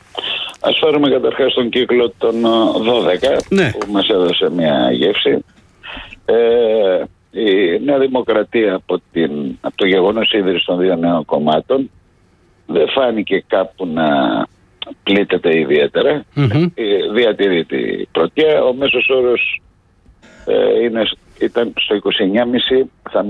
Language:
Greek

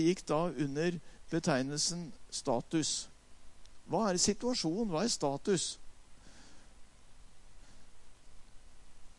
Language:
Norwegian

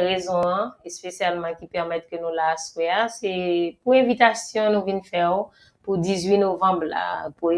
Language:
Haitian Creole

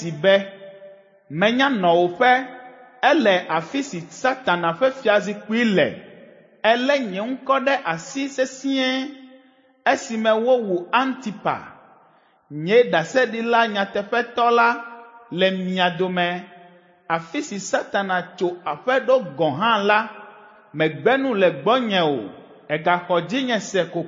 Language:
Ewe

